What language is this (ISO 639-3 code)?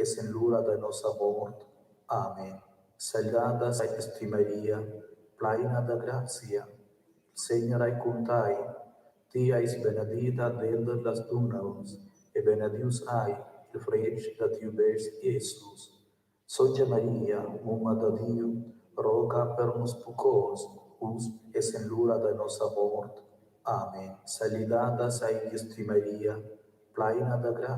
roh